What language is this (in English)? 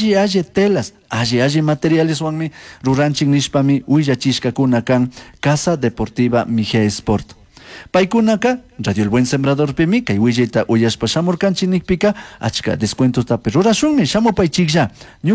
Chimborazo Highland Quichua